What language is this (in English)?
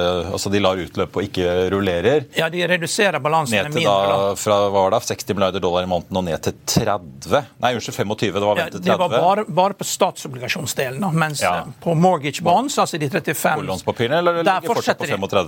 Norwegian